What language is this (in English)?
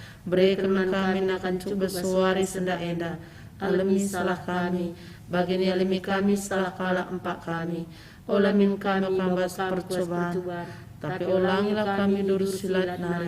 Batak Karo